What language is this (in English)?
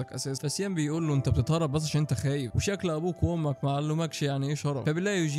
Egyptian Arabic